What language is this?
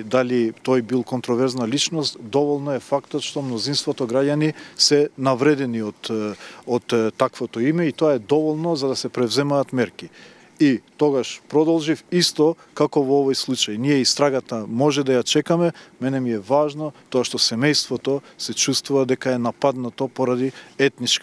Macedonian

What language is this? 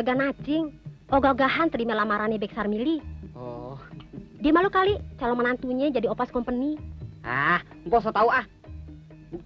Betawi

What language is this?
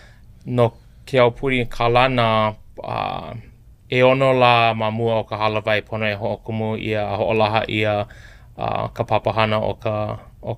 Hawaiian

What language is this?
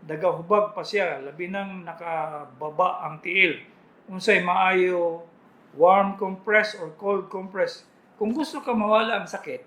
Cebuano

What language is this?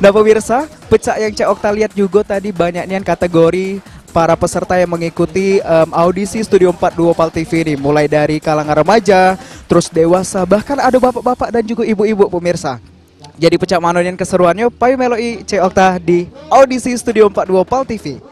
Musi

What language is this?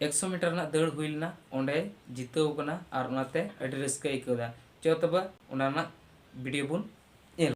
Santali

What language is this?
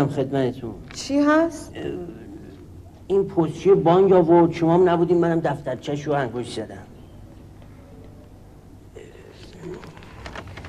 Persian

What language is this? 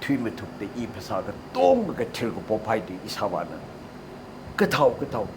Tangkhul Naga (India)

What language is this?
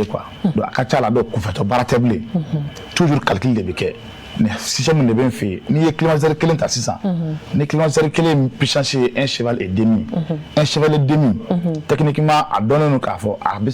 Bambara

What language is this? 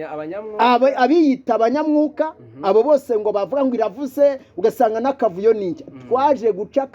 Kinyarwanda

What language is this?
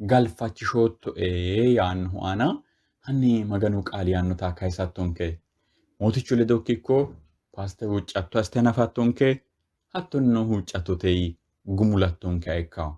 Sidamo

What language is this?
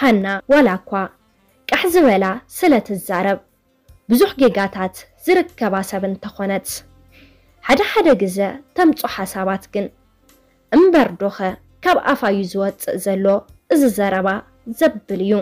Tigrinya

